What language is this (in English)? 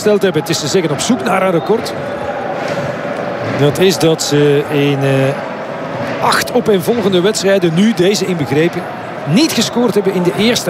Dutch